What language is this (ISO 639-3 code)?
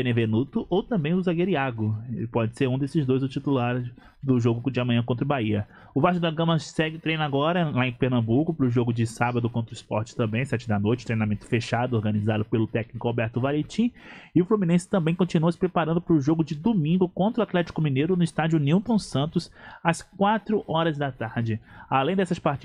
por